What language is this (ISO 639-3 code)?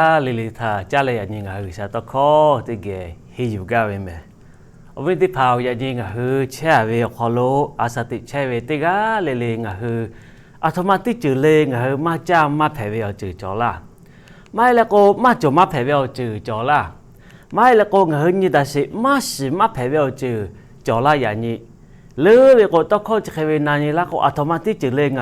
lhu